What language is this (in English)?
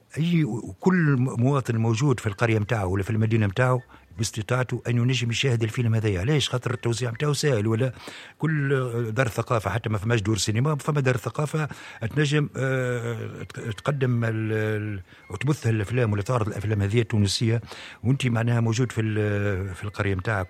Tunisian Arabic